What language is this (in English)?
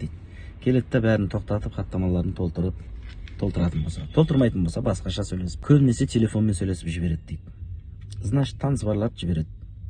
Kazakh